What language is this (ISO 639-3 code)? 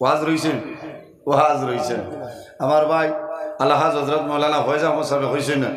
syl